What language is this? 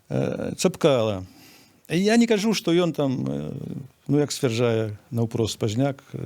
Belarusian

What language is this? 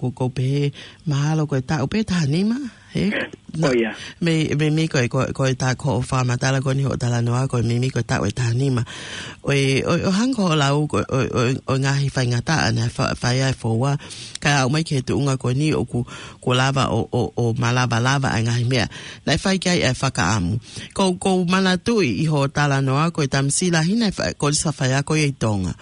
Tongan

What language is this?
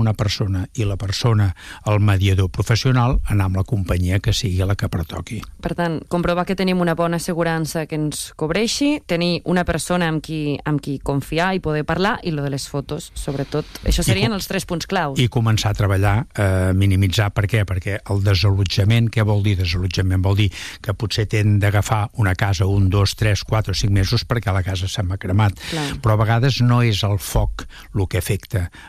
Catalan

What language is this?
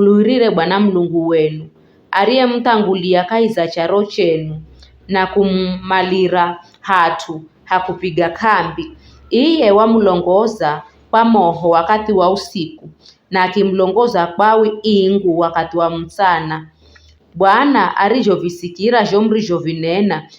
Giryama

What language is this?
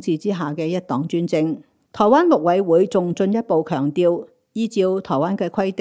Cantonese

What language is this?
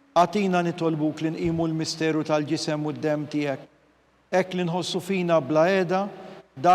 Maltese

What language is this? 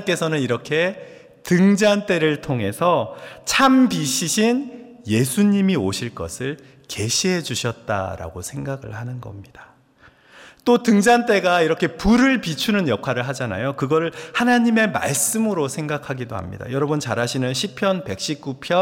Korean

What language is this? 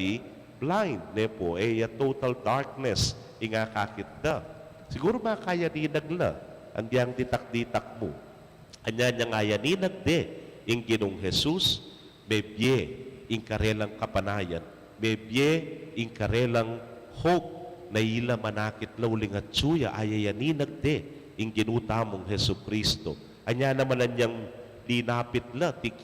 Pampanga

